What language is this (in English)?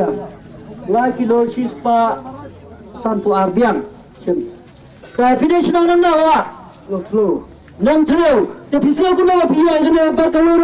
Khasi